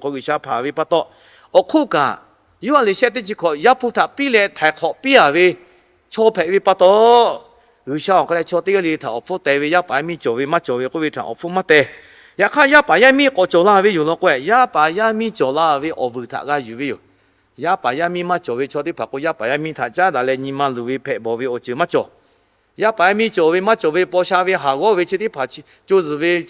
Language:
Lahu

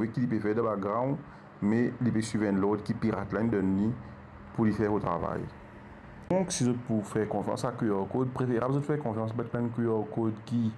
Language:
Morisyen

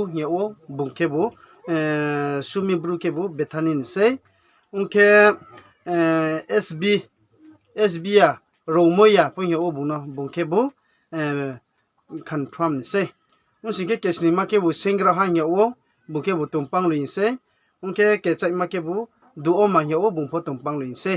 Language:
Riang (India)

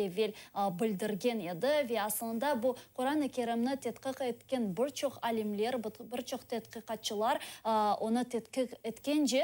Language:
Crimean Tatar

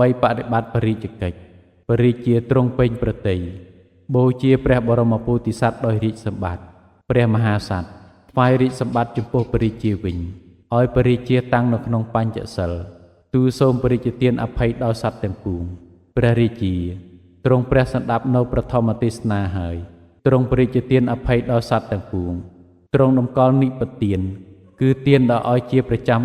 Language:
Khmer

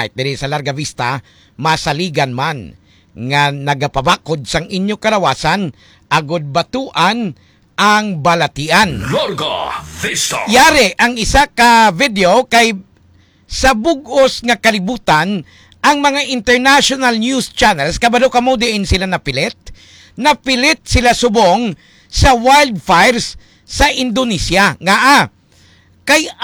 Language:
Hiligaynon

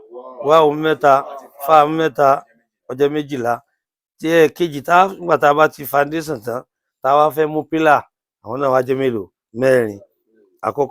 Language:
Yoruba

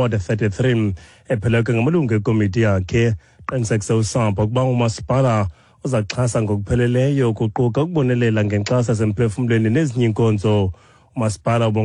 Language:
Xhosa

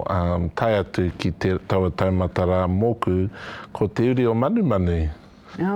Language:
Māori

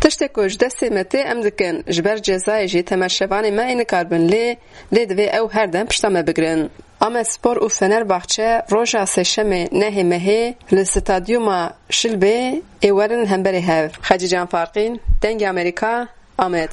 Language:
Kurdish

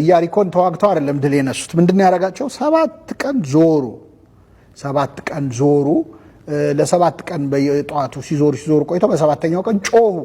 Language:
Amharic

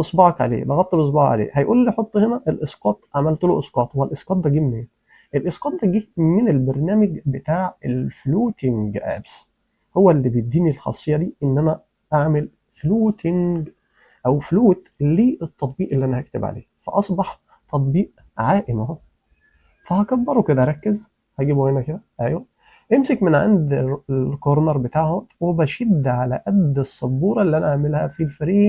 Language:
Egyptian Arabic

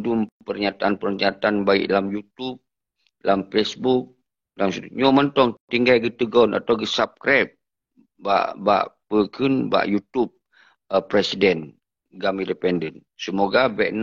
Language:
Achinese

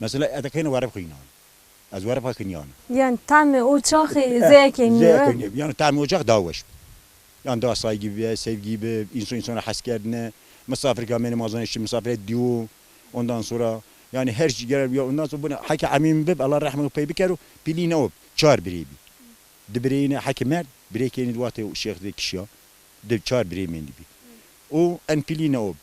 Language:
Zaza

